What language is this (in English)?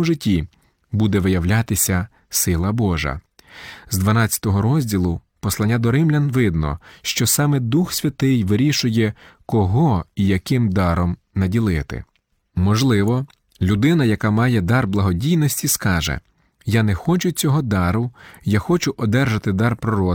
Ukrainian